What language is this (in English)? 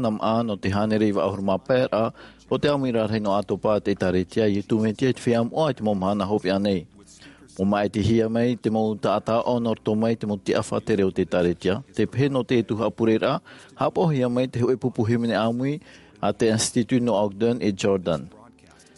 Tahitian